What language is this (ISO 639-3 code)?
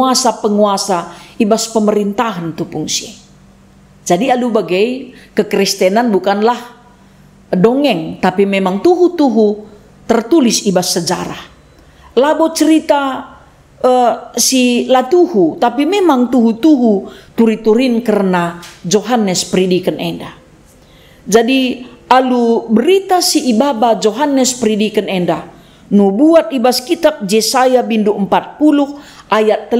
btx